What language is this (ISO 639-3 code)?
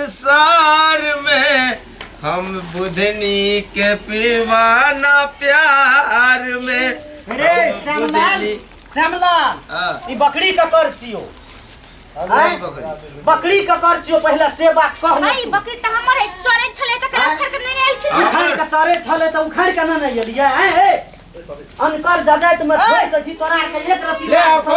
mai